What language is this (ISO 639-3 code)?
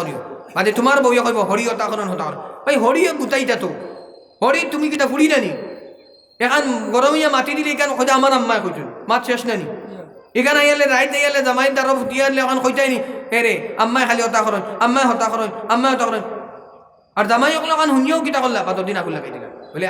syl